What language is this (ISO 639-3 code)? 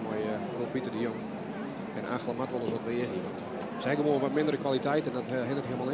fry